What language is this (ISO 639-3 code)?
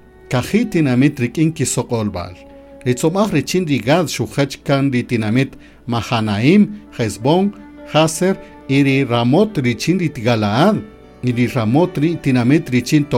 cak